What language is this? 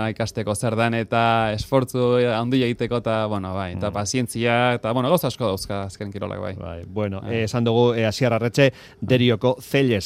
Basque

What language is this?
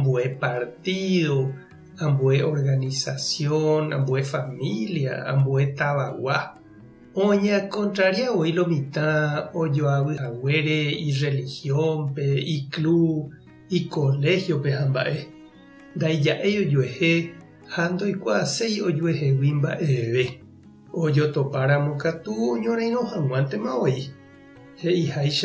Guarani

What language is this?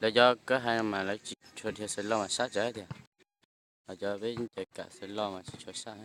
Hmong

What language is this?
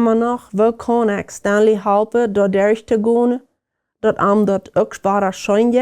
Plautdietsch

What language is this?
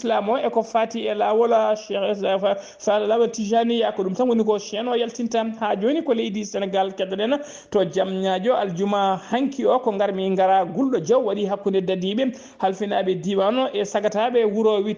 Fula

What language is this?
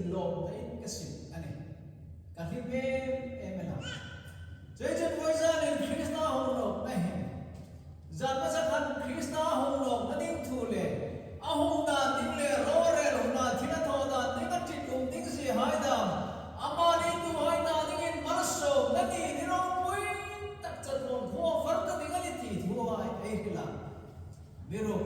Hmar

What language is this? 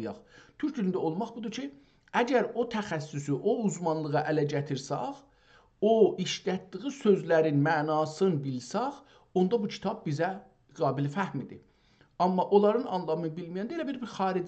South Azerbaijani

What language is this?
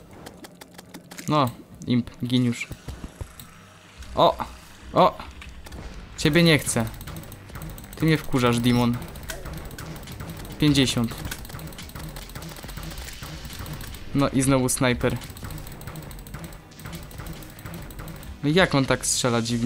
Polish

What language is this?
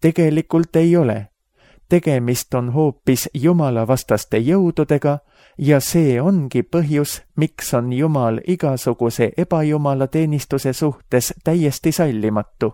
Estonian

